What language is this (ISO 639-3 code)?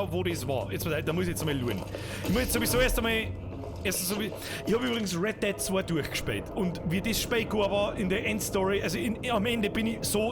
bar